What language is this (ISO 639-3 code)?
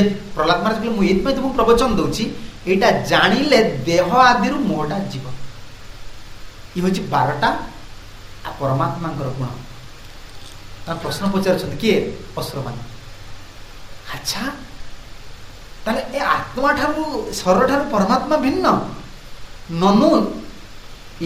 ori